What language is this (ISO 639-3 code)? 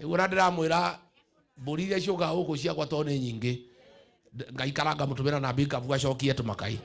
swa